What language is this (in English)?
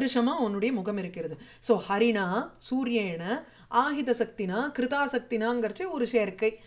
Tamil